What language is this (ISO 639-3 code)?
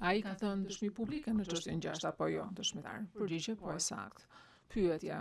sqi